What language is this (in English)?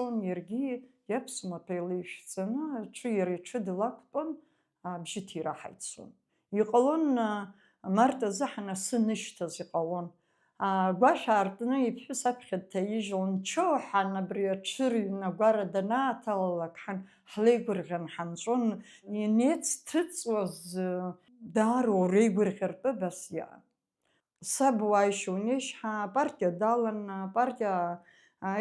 Abkhazian